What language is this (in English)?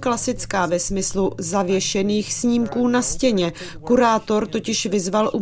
Czech